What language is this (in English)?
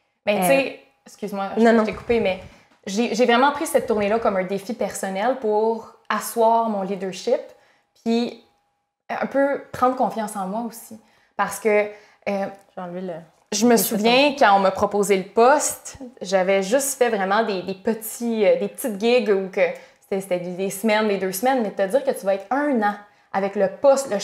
French